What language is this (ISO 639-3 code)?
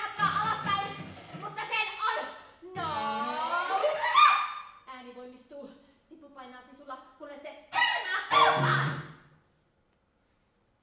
fin